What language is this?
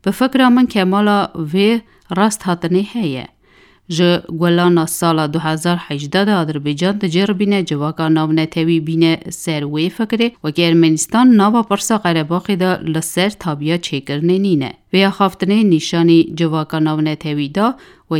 Kurdish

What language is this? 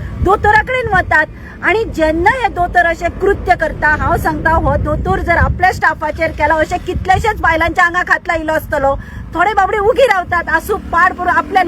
Konkani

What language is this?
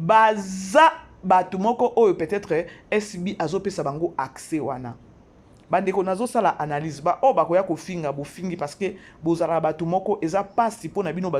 Lingala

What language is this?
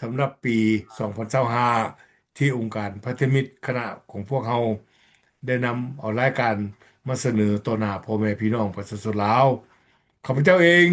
Lao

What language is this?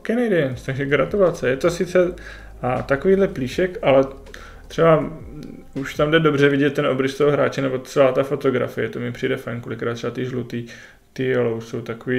Czech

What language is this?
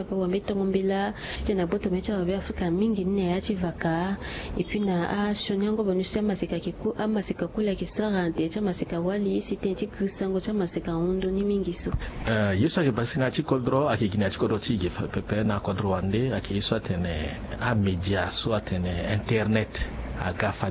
Sango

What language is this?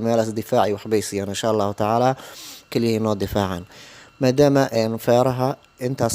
Somali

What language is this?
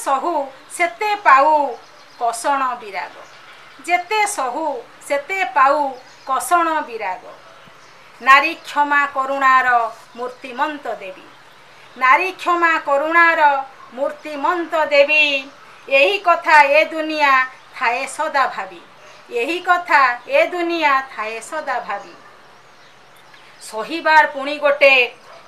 Odia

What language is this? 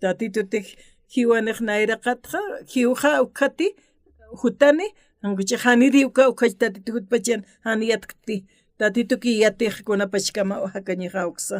Aymara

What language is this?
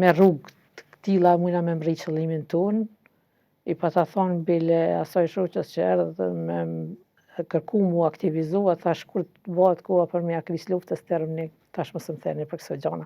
Albanian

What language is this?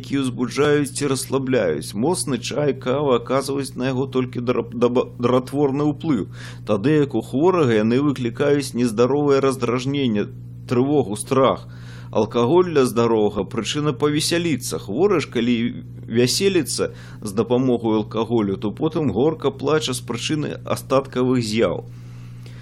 Belarusian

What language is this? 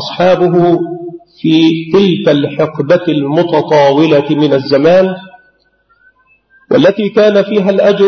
Arabic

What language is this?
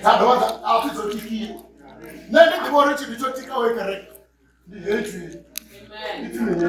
Venda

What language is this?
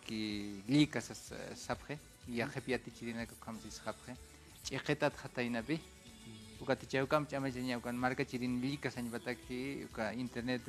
Aymara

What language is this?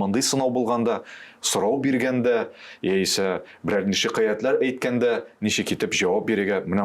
Tatar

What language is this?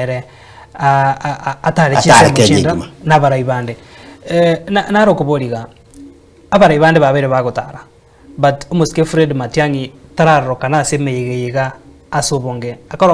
Gusii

